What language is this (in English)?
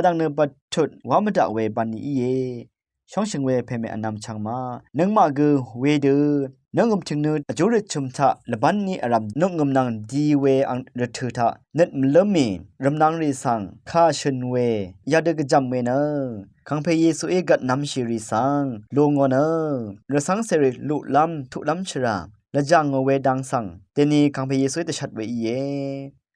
Rawang